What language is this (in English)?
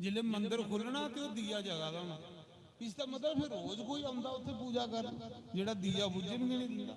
Dogri